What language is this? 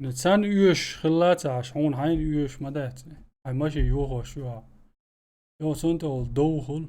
Chechen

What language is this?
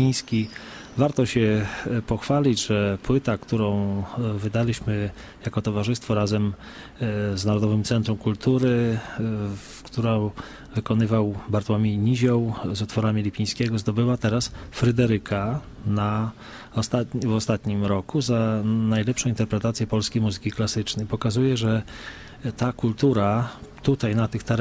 Polish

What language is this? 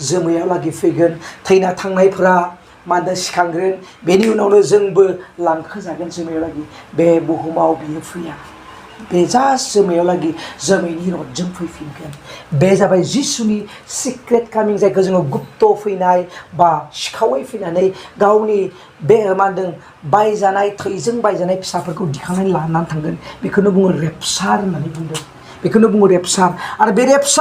Bodo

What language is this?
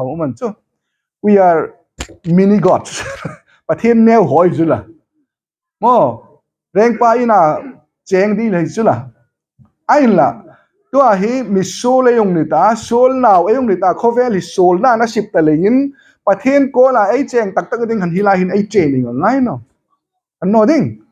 Hmar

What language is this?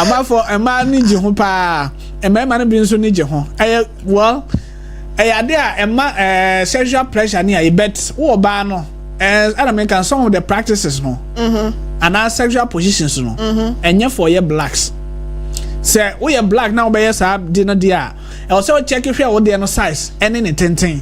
Akan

